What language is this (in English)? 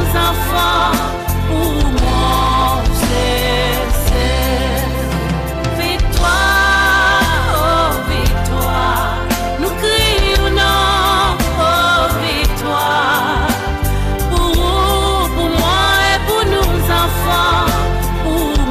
Seselwa Creole French